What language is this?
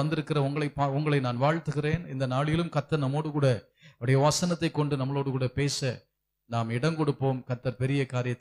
Tamil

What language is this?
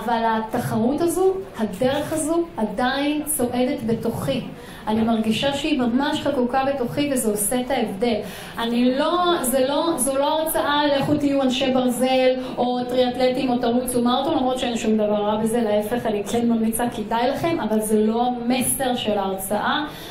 Hebrew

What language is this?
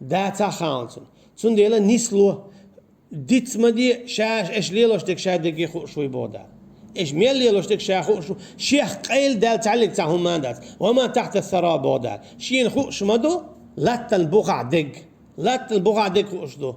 Chechen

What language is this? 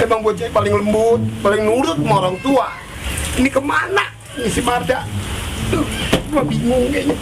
Betawi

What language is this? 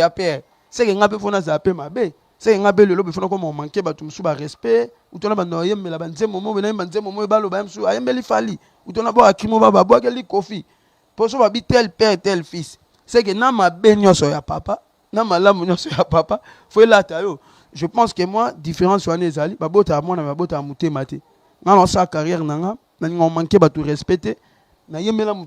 Lingala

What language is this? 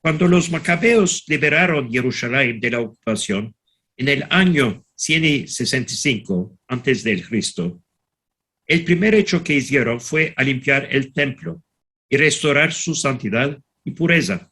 Ladino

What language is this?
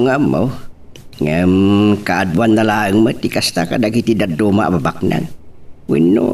Iloko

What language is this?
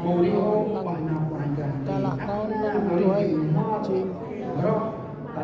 Central Mnong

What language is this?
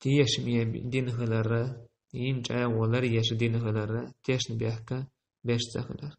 Chechen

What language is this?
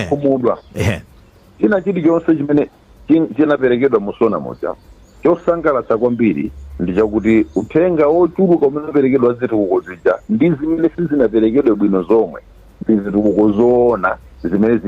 Nyanja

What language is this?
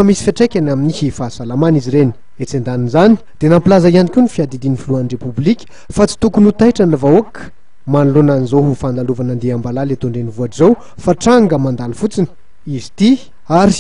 Malagasy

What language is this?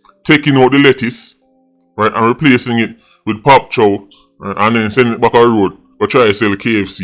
Jamaican Creole English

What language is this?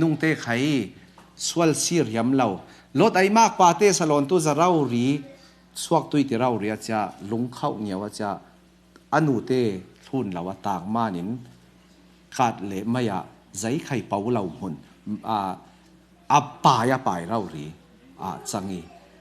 Falam Chin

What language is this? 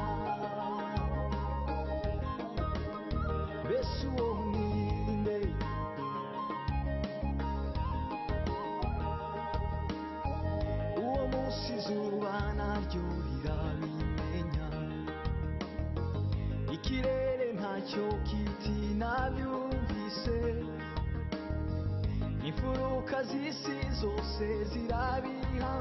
Kinyarwanda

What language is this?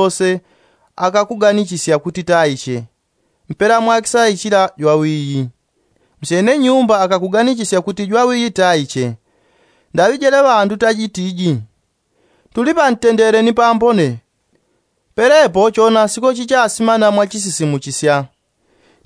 Yao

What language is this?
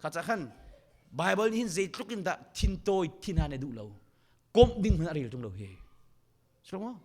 Hakha Chin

